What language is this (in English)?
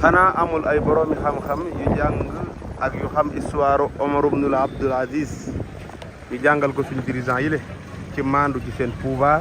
Wolof